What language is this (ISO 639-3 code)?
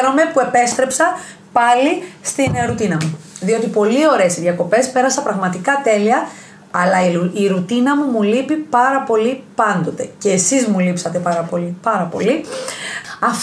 ell